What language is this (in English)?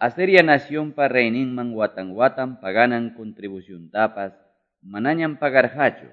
Quechua